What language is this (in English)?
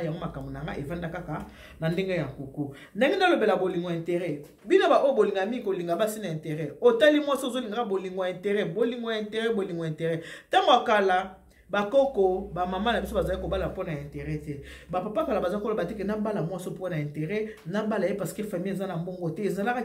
Lingala